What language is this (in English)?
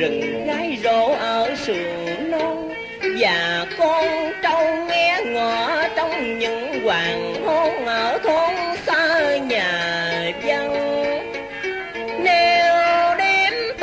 Vietnamese